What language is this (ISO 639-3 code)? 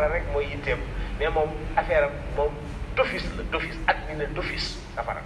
wol